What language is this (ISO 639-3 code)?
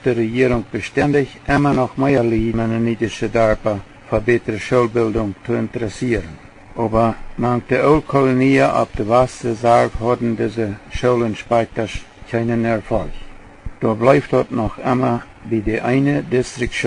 pdt